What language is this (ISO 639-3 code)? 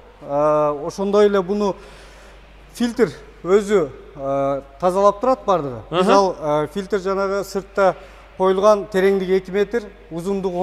kir